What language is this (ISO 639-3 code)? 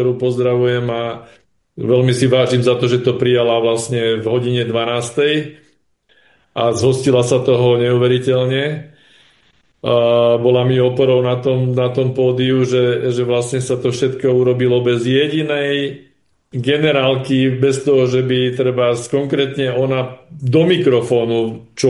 slk